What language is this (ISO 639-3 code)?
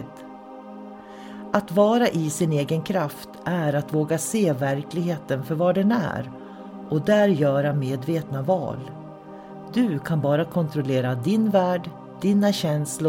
swe